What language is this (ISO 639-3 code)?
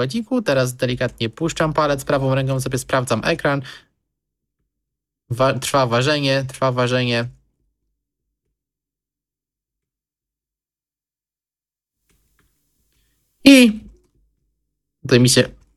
pol